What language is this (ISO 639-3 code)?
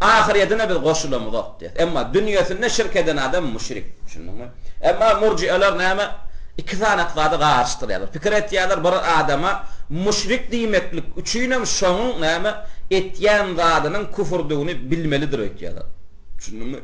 tuk